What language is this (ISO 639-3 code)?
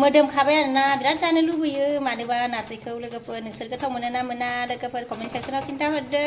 brx